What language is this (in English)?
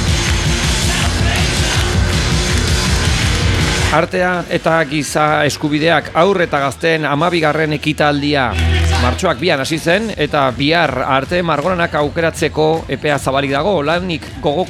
Basque